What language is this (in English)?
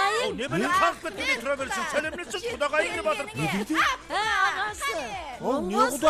Kara-Kalpak